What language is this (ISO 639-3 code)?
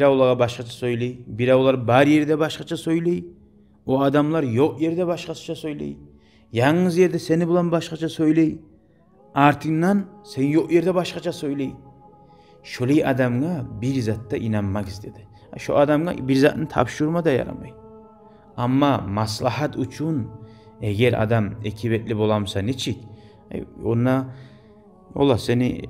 kum